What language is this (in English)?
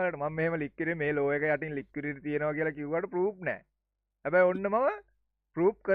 Sinhala